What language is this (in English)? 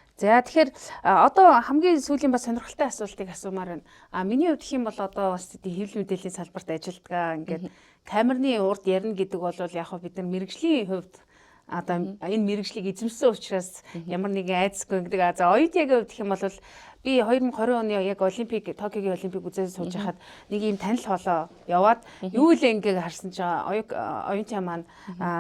Mongolian